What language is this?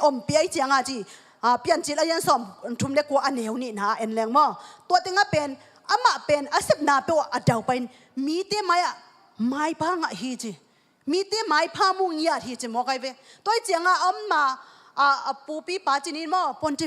Tedim Chin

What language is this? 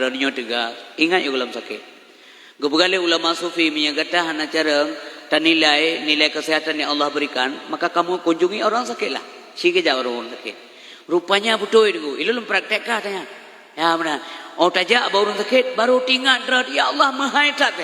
Achinese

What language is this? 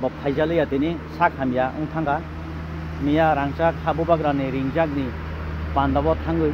Kok Borok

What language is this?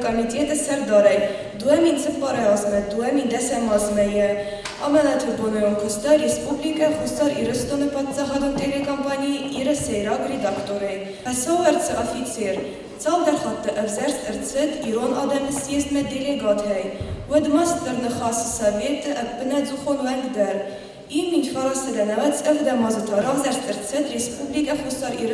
Ossetic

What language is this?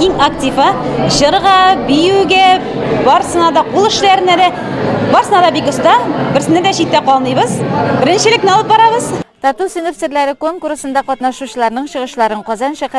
Tatar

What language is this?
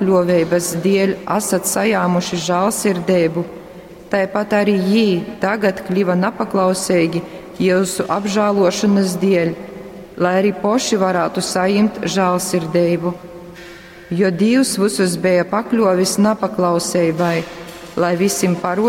Latgalian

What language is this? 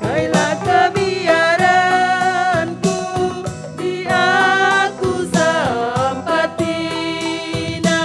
Batak Karo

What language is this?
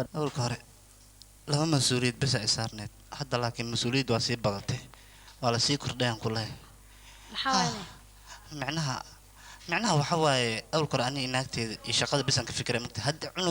Somali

